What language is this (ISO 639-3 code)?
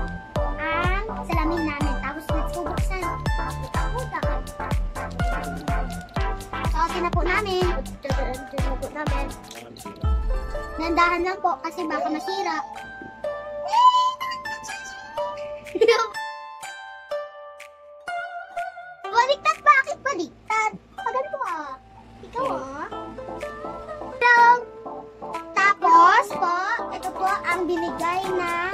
fil